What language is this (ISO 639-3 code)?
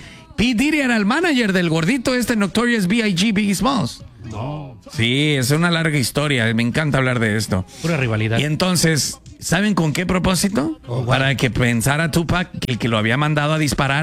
spa